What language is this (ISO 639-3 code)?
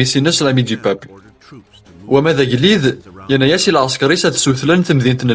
kab